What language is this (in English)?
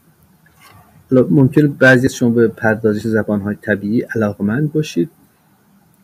Persian